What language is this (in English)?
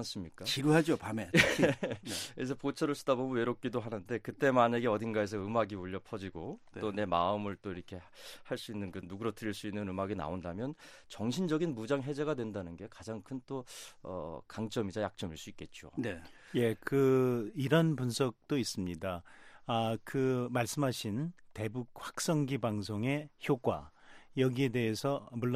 Korean